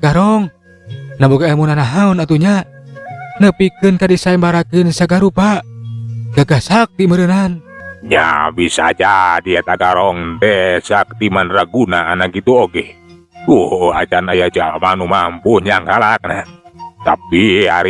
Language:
Sundanese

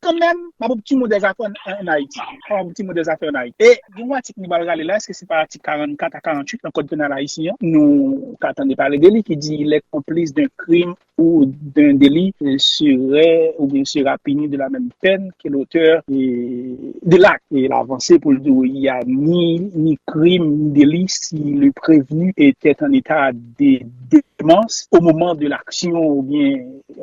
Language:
Haitian Creole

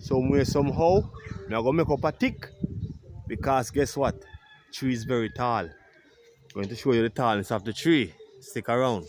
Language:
Jamaican Creole English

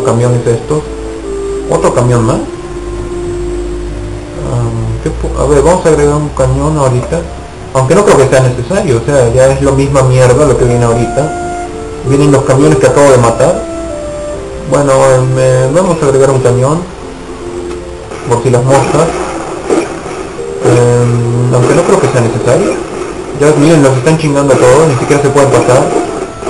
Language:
Spanish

